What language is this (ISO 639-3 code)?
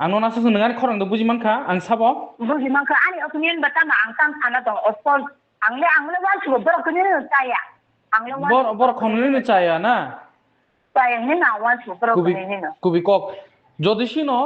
trp